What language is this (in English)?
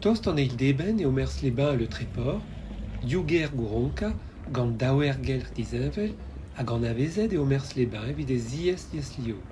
Breton